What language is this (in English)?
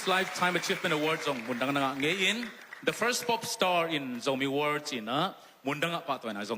Tedim Chin